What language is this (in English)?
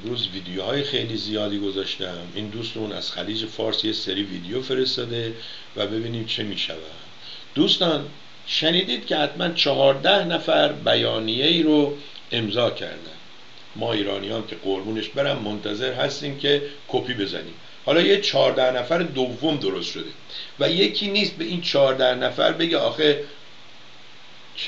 Persian